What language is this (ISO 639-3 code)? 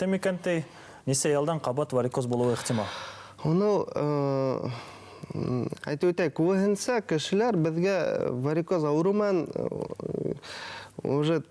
bak